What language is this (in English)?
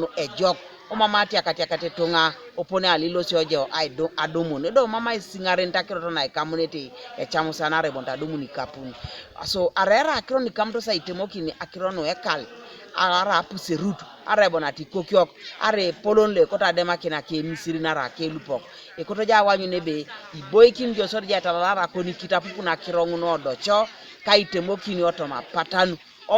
Teso